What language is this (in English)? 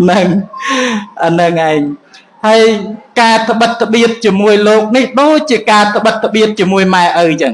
Khmer